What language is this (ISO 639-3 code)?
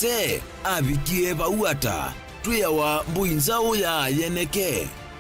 kam